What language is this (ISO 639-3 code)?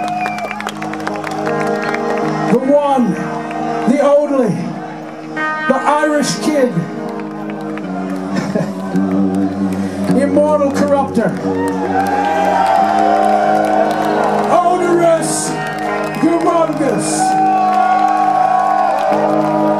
eng